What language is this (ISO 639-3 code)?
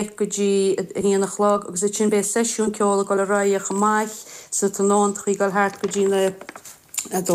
gle